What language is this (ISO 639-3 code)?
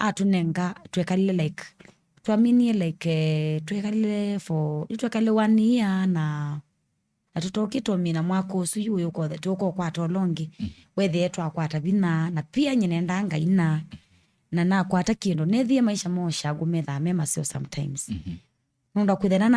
kam